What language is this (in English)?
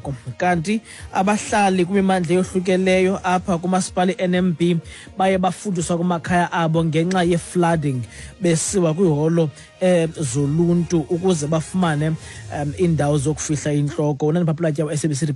Xhosa